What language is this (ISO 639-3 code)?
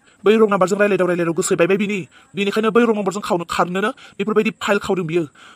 brx